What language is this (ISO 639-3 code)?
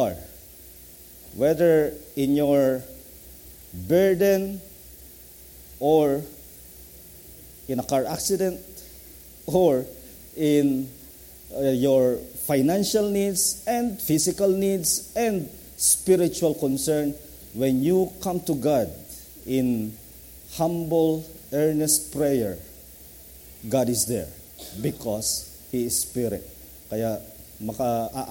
fil